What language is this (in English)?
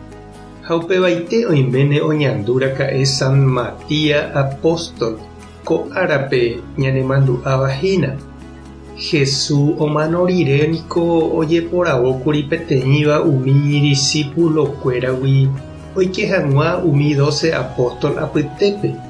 Guarani